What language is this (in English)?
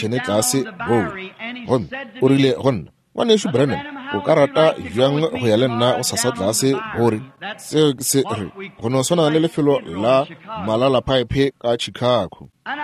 Northern Sotho